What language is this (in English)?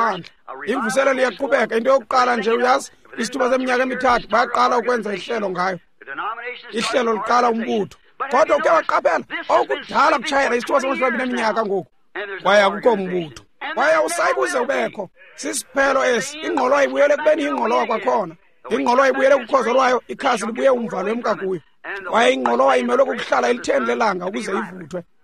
Xhosa